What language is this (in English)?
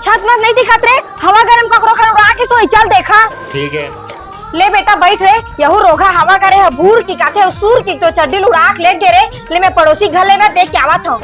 Chhattisgarhi